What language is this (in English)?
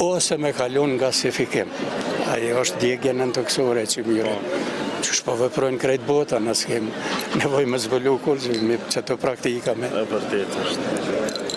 Albanian